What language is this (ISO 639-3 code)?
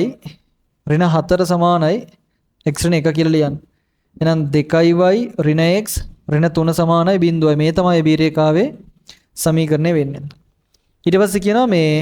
sin